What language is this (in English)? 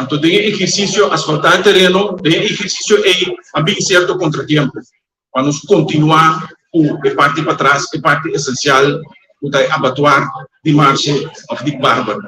Papiamento